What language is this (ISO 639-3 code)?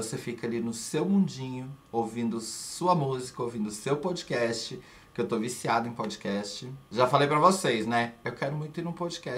por